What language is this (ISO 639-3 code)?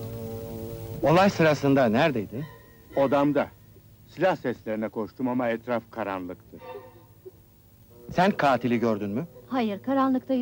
tur